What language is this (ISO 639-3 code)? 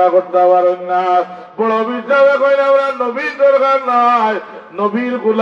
syl